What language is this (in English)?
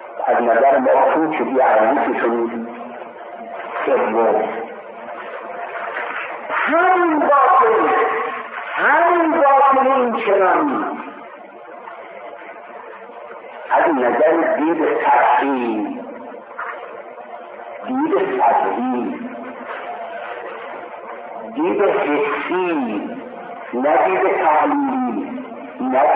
Persian